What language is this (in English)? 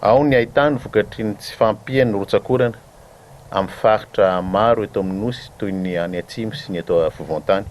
Malagasy